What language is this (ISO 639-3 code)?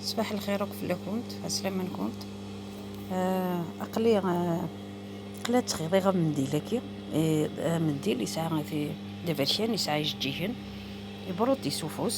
kab